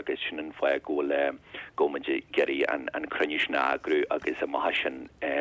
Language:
Irish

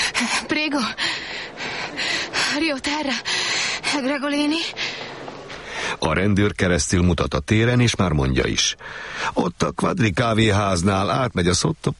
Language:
Hungarian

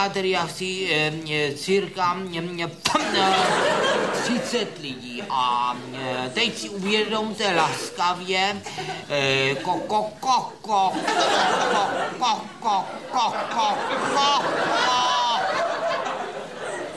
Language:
Czech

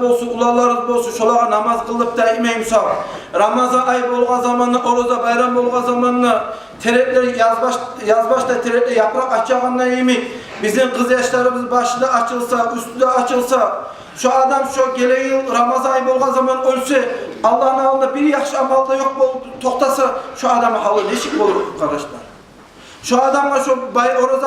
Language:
Kumyk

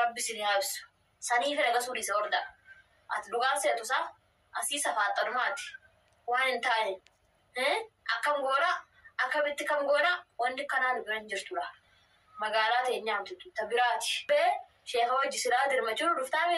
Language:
Oromo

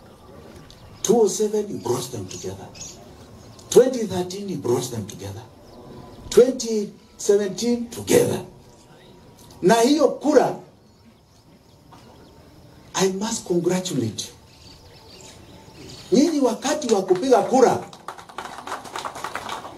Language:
Swahili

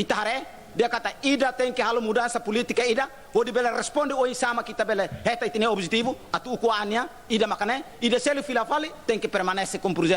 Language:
Tetum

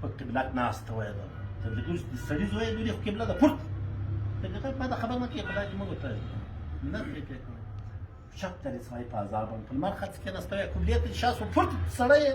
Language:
Pashto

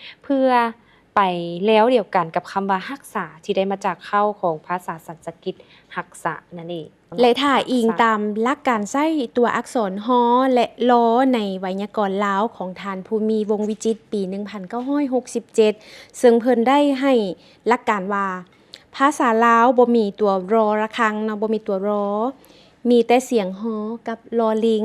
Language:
Lao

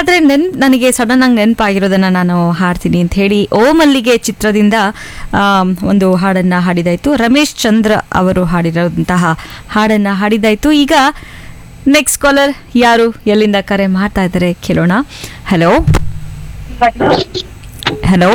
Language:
Kannada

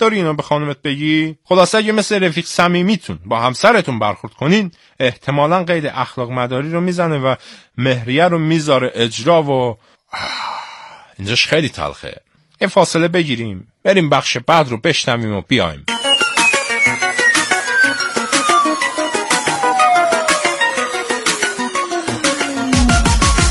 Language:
Persian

